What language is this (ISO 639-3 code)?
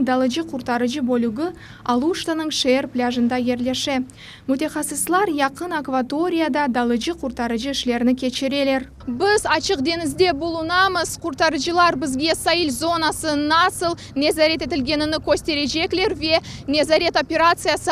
crh